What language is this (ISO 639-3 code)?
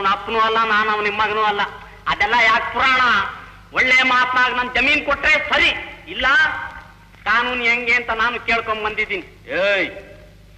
kan